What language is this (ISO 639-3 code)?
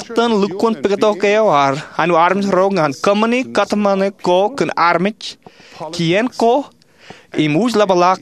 mah